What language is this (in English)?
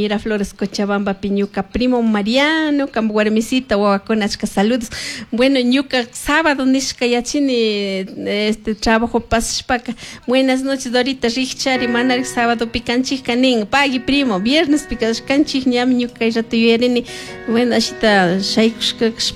Chimborazo Highland Quichua